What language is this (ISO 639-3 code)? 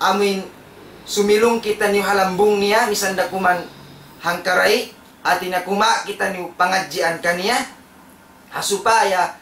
tsg